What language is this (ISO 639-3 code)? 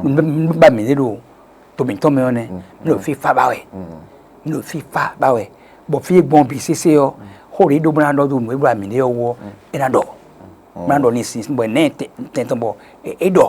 fon